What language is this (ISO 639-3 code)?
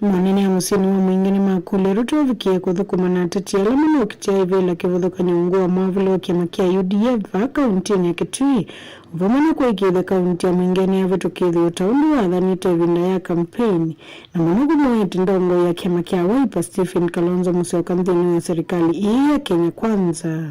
kam